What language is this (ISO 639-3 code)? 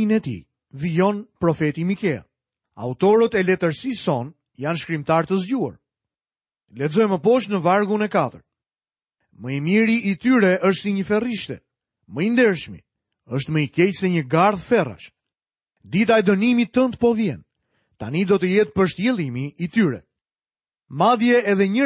sqi